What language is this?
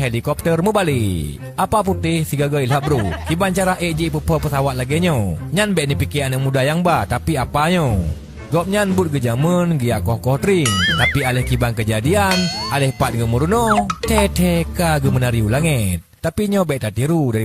Achinese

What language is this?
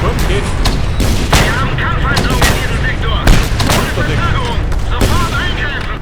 Bavarian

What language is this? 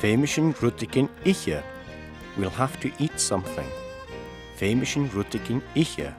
Scottish Gaelic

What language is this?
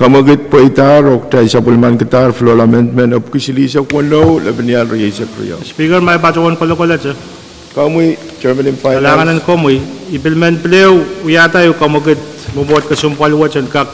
Pohnpeian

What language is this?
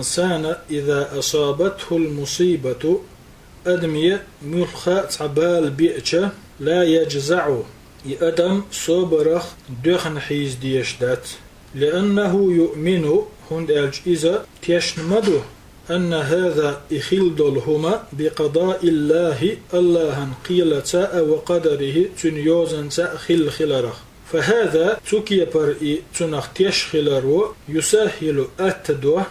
Chechen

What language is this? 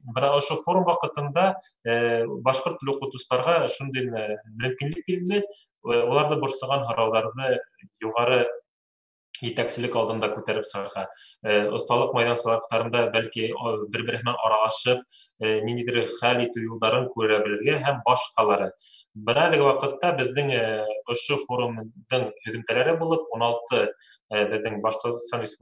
Bashkir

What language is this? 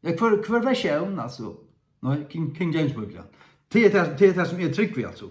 Faroese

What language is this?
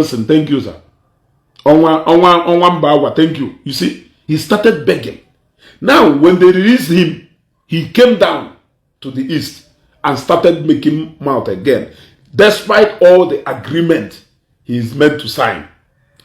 Igbo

